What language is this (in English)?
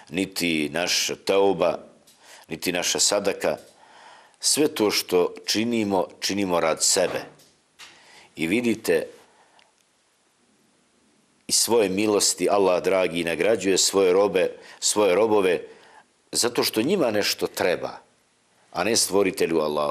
Bosnian